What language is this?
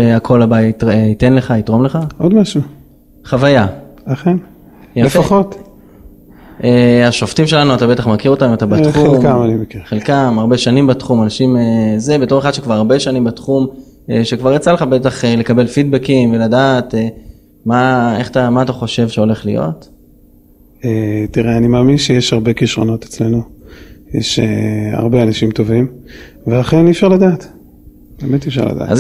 Hebrew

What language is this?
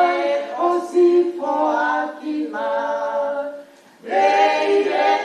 Tongan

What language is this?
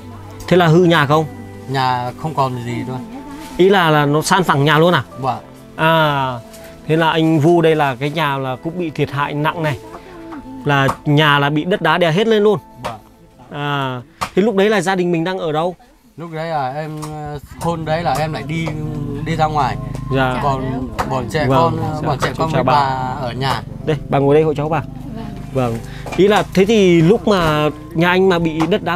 Vietnamese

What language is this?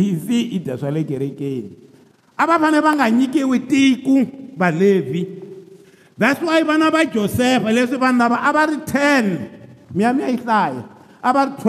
Tsonga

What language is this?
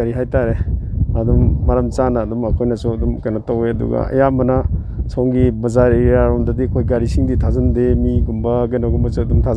Tangkhul Naga (India)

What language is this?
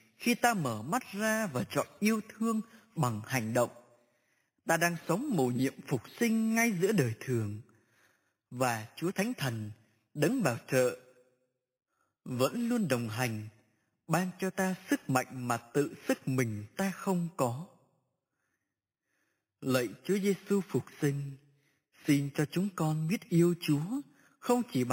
Vietnamese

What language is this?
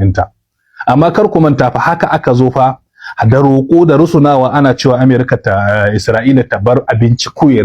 Hausa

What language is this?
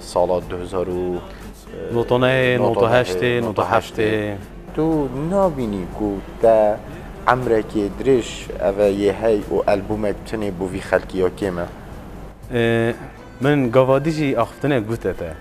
Kurdish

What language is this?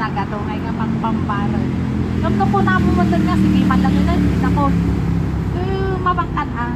Iloko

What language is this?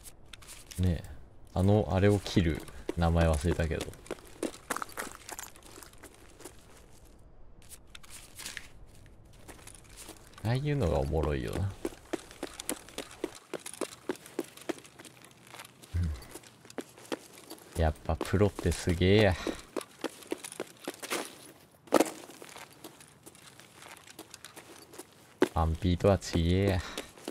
Japanese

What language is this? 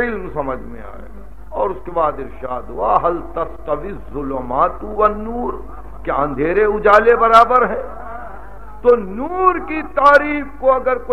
Urdu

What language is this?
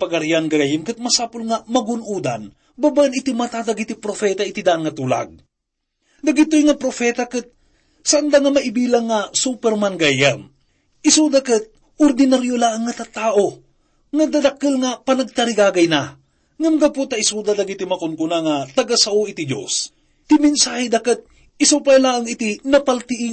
Iloko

